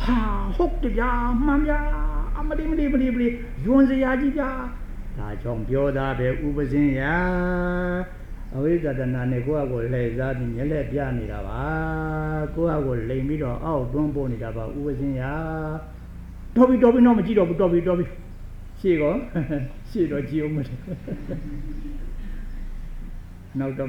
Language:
Burmese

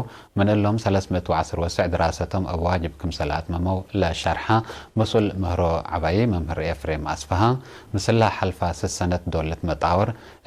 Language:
Tigre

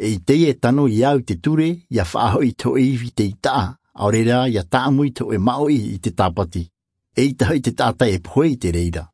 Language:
Tahitian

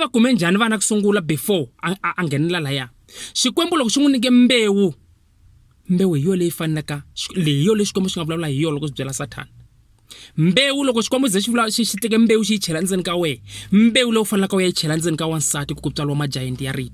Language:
Tsonga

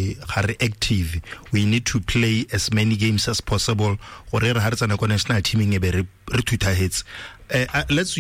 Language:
Tswana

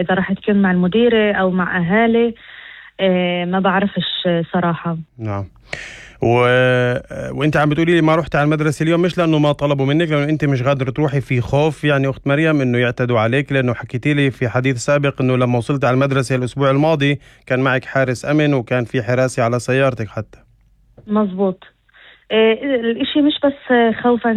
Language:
North Levantine Arabic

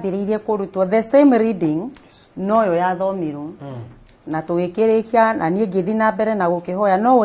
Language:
Kikuyu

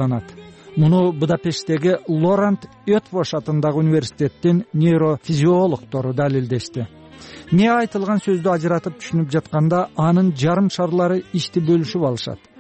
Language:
Kyrgyz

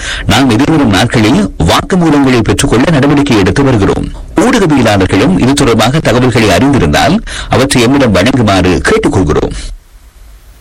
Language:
Tamil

